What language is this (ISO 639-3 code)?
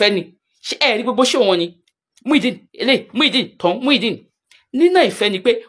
yor